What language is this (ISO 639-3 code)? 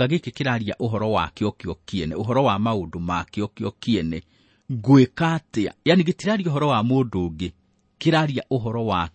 kik